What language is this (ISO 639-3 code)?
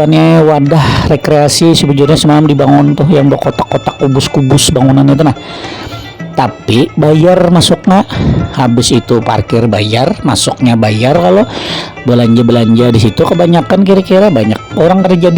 bjn